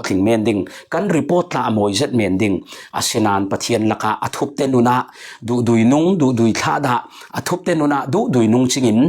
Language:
Falam Chin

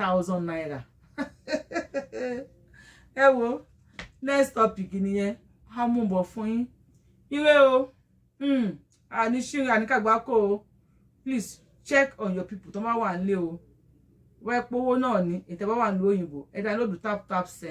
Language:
Yoruba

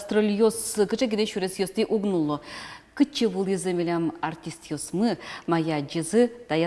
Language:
Udmurt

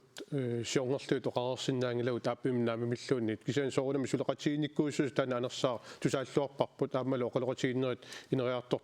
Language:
Kalaallisut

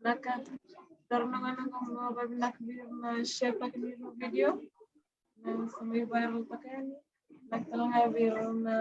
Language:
Fijian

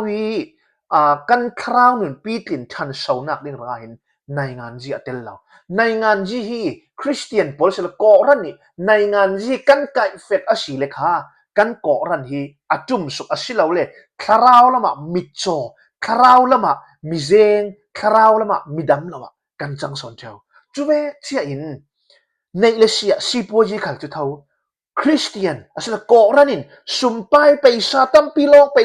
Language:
Falam Chin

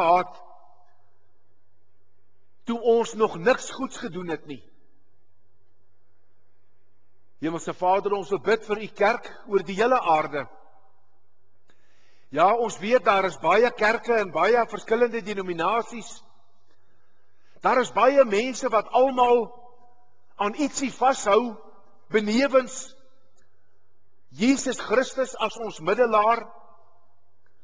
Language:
Afrikaans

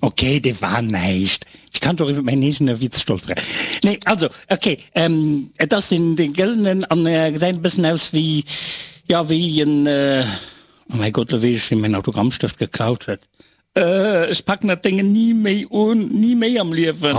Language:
Luxembourgish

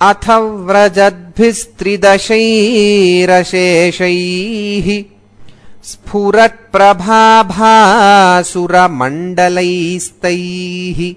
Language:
Sanskrit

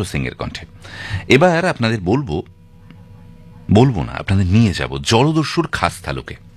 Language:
Bangla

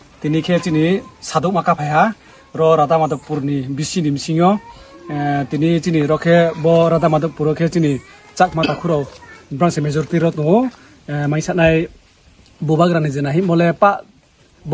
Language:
Riang (India)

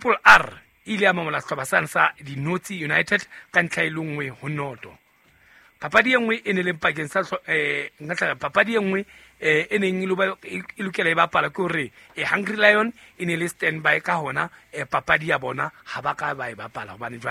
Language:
Southern Sotho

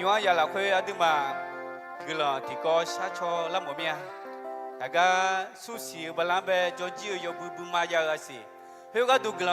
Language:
Akha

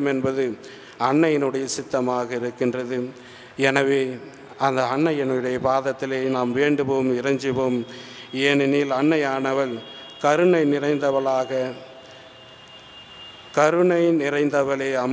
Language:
Tamil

